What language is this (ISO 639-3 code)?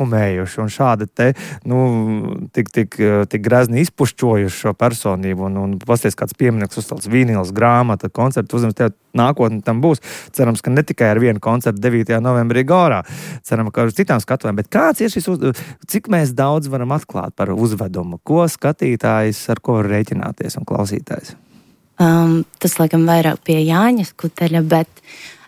lav